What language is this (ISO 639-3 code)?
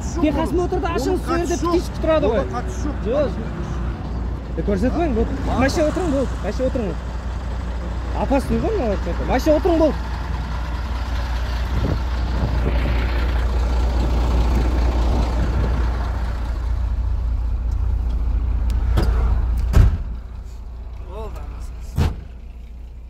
kaz